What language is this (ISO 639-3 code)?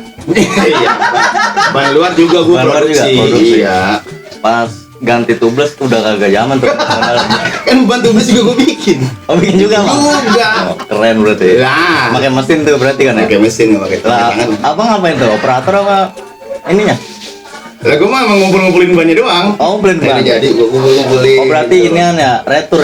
bew